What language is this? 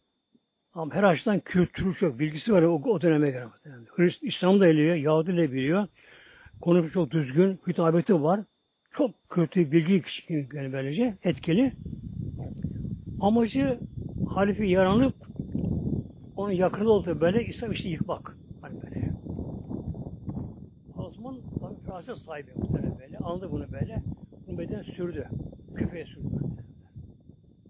Turkish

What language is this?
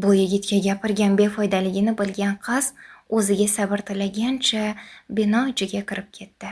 Uzbek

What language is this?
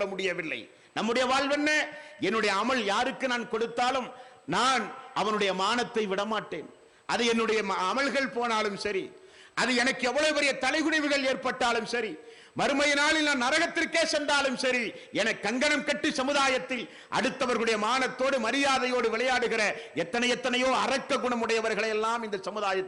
Tamil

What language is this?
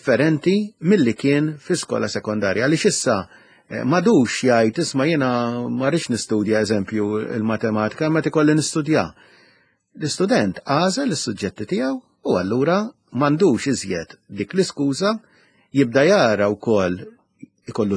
Maltese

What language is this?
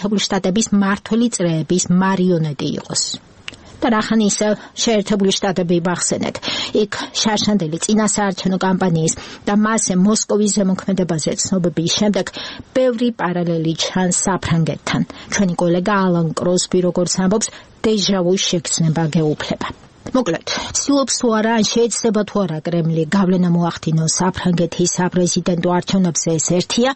Georgian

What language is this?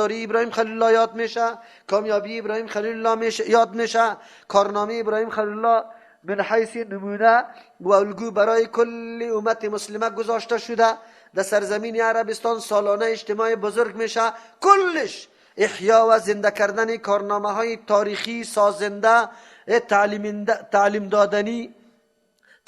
Persian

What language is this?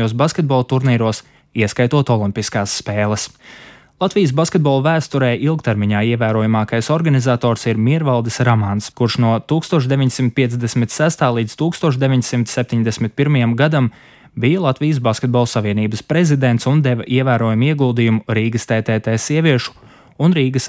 Latvian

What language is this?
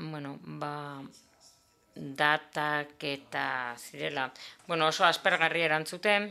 Basque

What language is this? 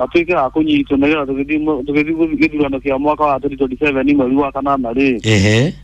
Kikuyu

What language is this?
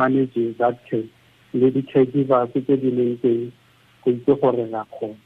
Tswana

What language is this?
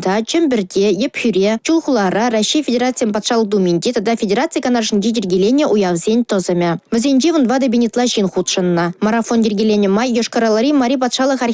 Chuvash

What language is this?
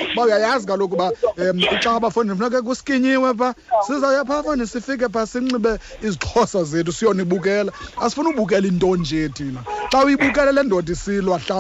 Xhosa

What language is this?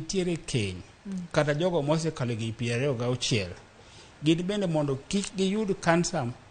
Luo (Kenya and Tanzania)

